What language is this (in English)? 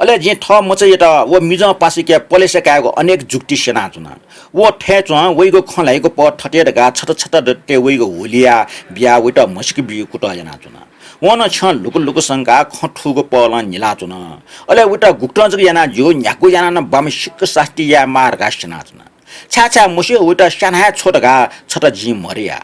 Newari